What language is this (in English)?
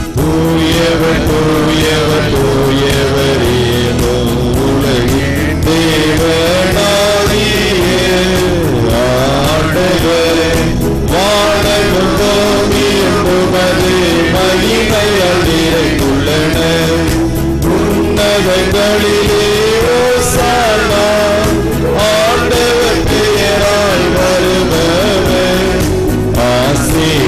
Tamil